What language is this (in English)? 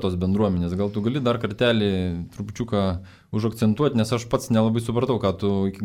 Lithuanian